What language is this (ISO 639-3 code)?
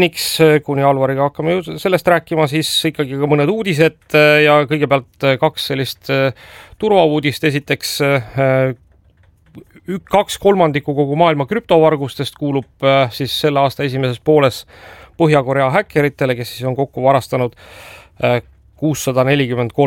est